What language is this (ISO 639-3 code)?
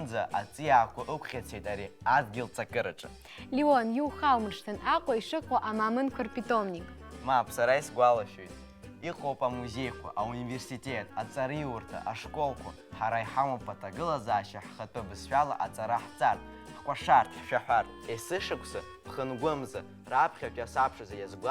abk